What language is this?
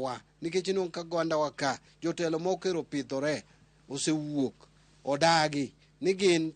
Luo (Kenya and Tanzania)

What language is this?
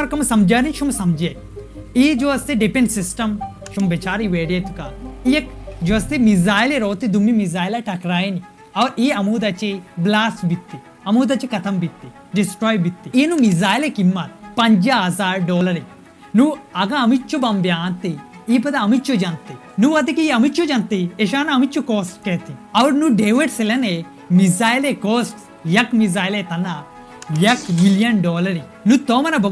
Baluchi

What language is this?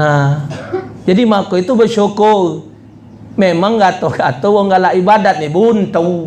Musi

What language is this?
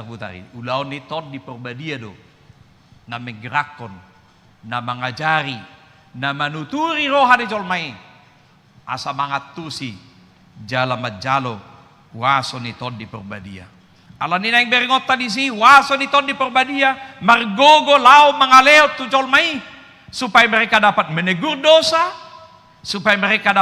Batak Toba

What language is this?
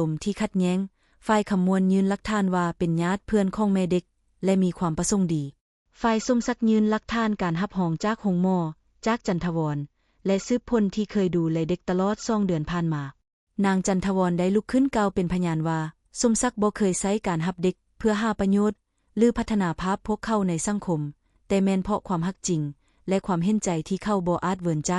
Lao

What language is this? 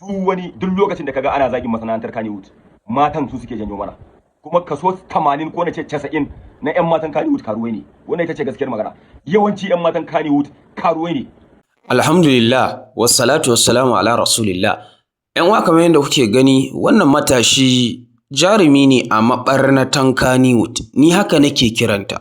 Hausa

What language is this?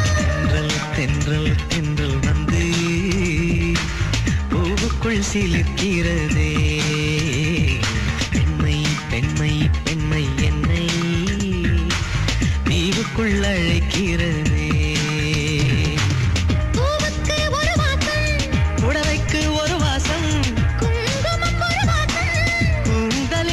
Tamil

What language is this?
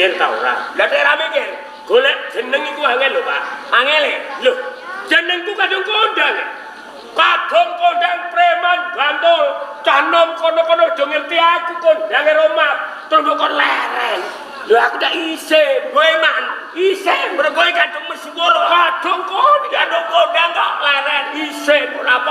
Javanese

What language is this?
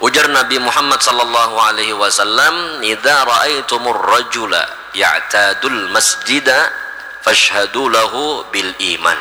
Banjar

